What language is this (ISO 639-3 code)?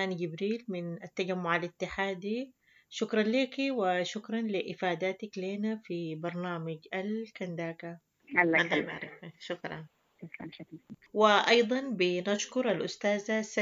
apd